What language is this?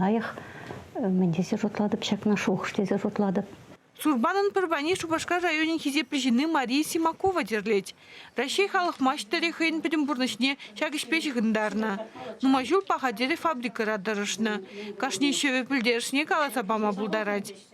Chuvash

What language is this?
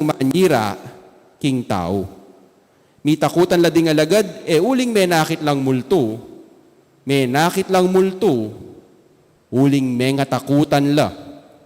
Pampanga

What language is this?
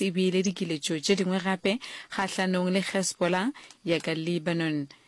Northern Sotho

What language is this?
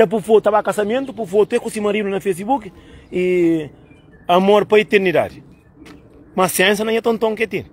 Kabuverdianu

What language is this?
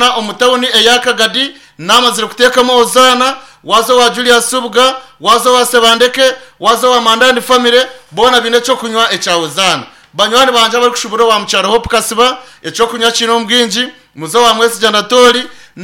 Nyankole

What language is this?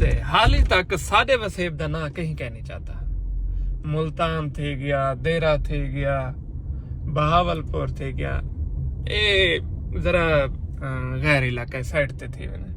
Saraiki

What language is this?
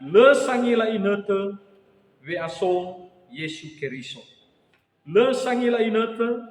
Nias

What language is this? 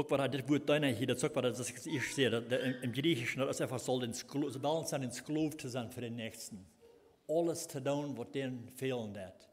Plautdietsch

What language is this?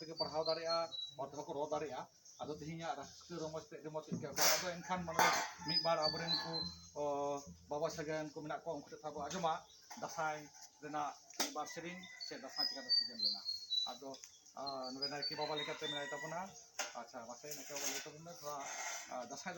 Santali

